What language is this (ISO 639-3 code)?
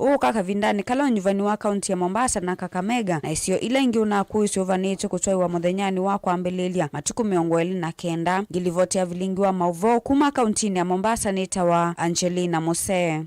kam